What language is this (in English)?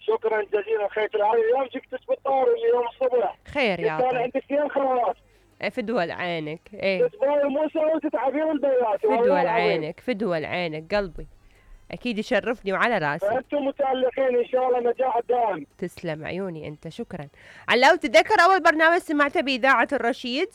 Mesopotamian Arabic